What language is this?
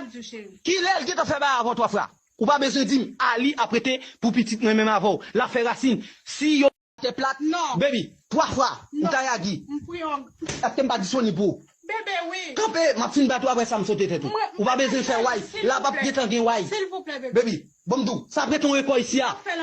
Haitian Creole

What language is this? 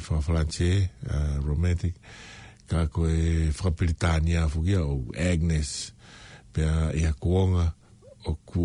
Tongan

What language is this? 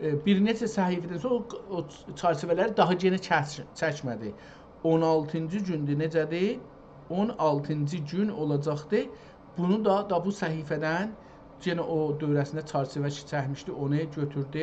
South Azerbaijani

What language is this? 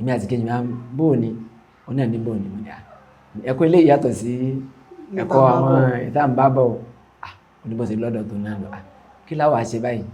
Yoruba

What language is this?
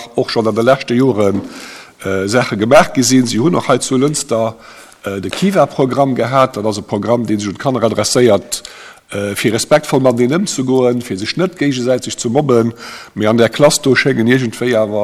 Luxembourgish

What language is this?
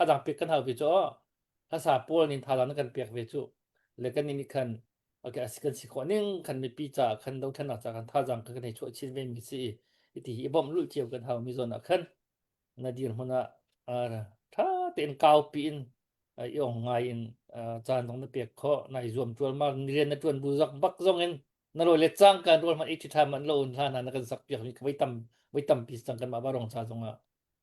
Hakha Chin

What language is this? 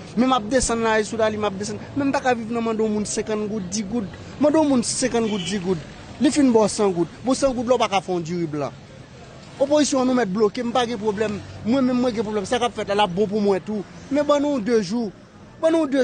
Haitian Creole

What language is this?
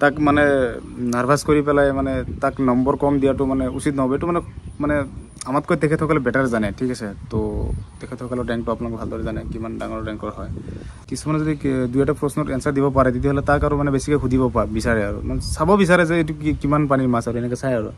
Assamese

